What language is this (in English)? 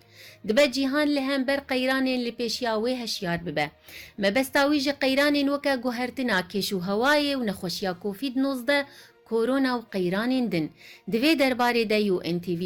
Kurdish